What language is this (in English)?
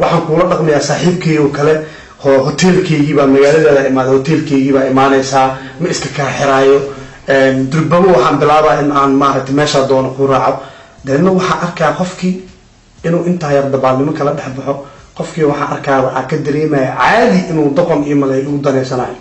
Somali